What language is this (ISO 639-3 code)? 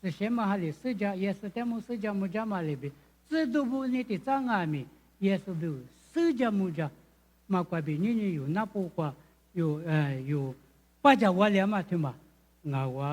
lis